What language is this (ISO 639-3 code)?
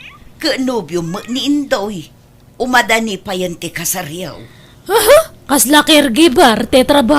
ilo